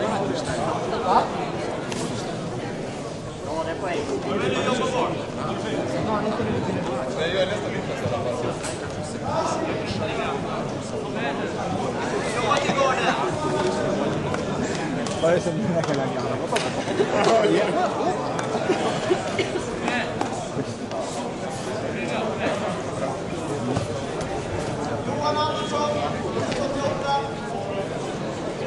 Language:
Swedish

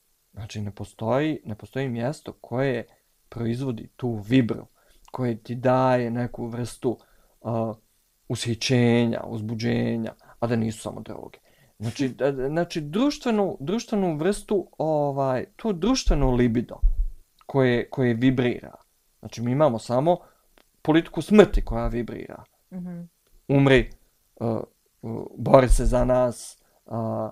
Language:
Bosnian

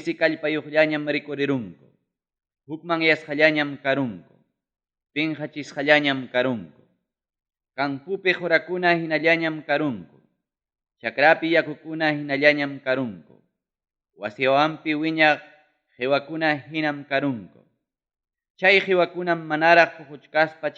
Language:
Ayacucho Quechua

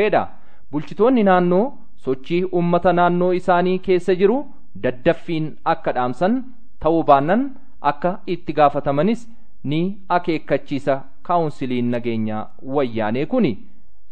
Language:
Oromo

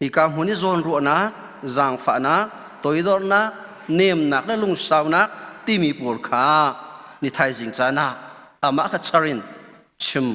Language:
Hakha Chin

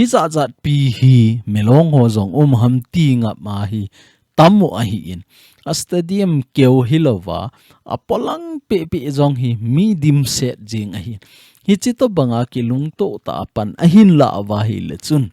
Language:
Thado Chin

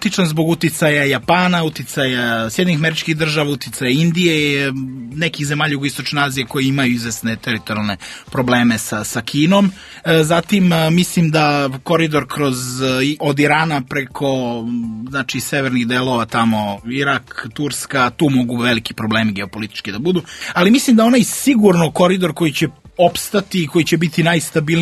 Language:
Serbian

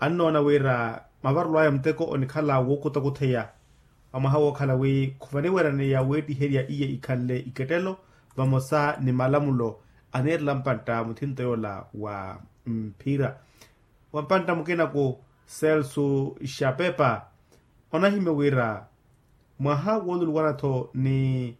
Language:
Makhuwa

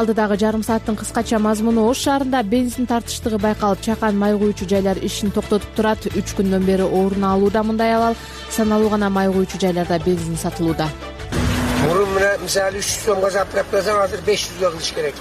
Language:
Kyrgyz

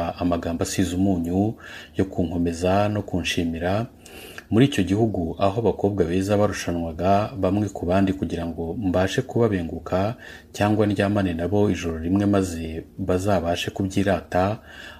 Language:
Kinyarwanda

